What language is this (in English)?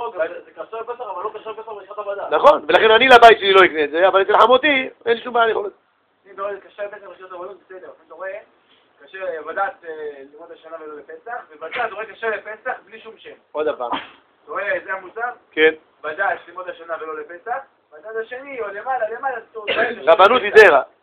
Hebrew